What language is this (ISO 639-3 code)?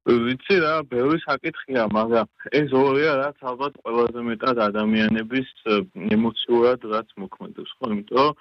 kat